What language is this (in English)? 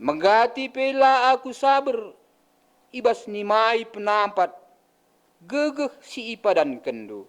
Batak Karo